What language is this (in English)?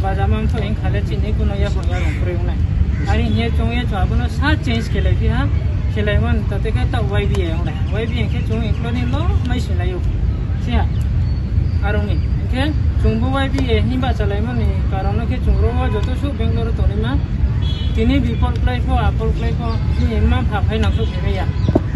Riang (India)